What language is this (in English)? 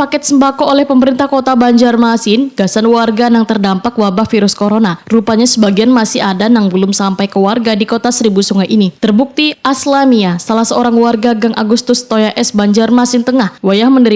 Banjar